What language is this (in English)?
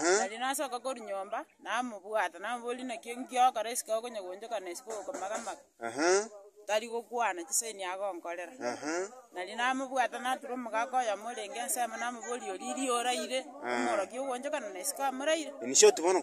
Gusii